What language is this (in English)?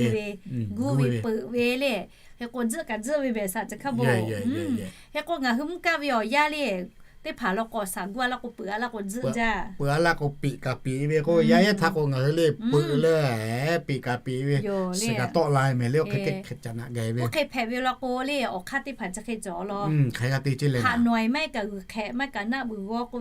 Lahu